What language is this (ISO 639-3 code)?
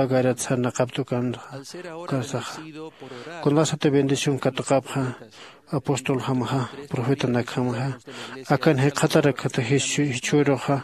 aym